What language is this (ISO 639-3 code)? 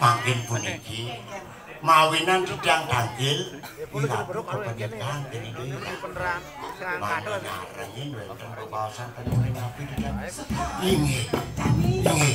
ban